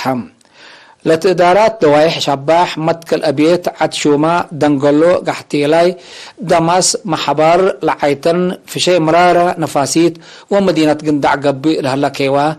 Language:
Tigre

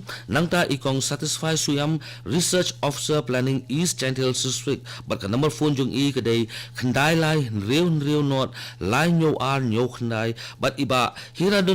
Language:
Khasi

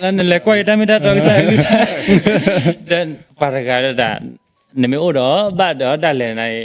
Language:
S'gaw Karen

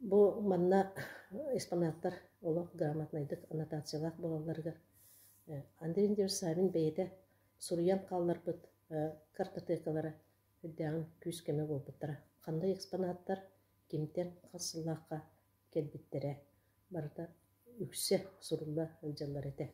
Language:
Yakut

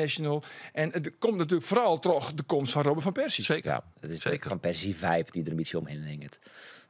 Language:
Western Frisian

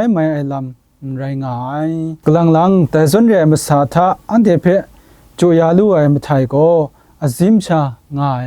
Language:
Kachin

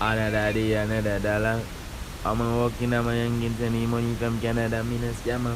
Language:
Jamaican Creole English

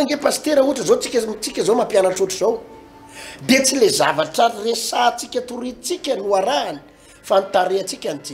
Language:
Malagasy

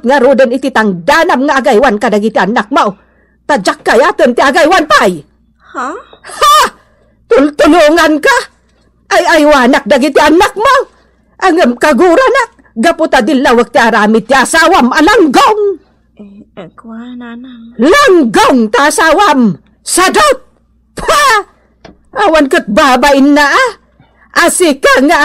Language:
Iloko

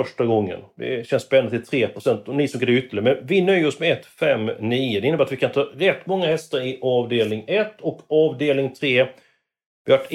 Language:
Swedish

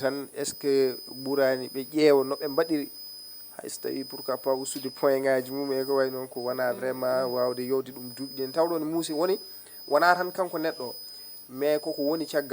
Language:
Fula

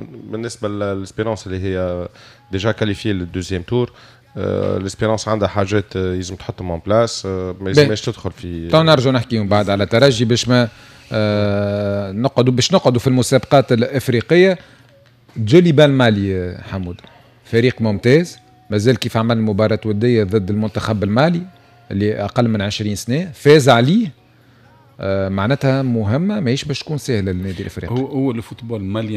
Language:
Tunisian Arabic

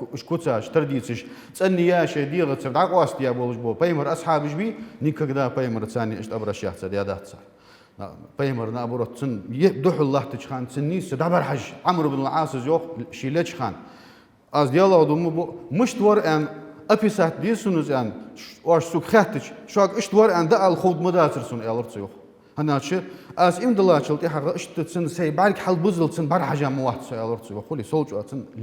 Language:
Ingush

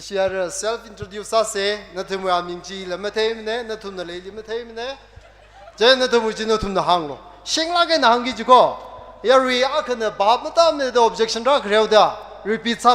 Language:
Tangkhul Naga (India)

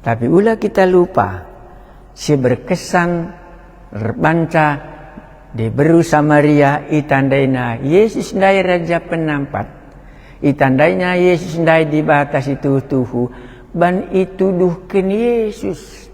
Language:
Batak Karo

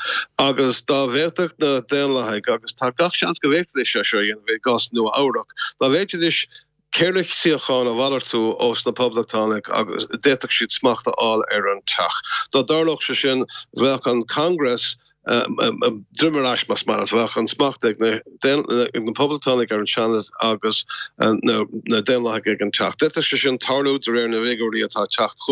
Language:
Irish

